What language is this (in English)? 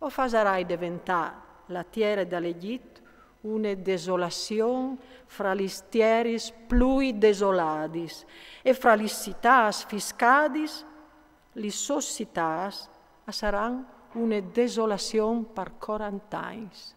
Friulian